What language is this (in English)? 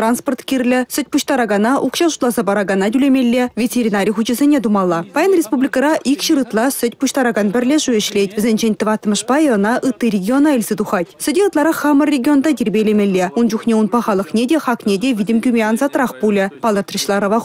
Chuvash